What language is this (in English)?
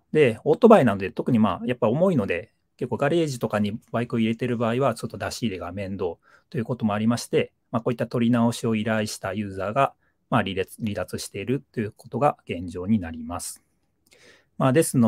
Japanese